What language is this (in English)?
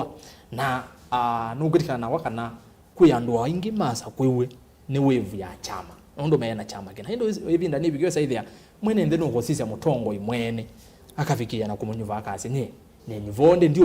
Kamba